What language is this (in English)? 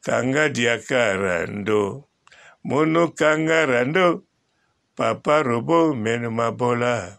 Lingala